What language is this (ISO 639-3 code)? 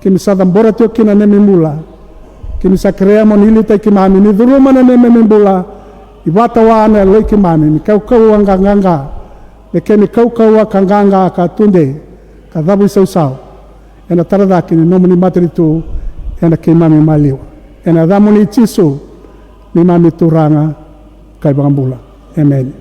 fij